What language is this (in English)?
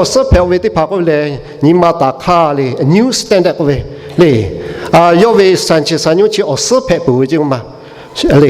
Lahu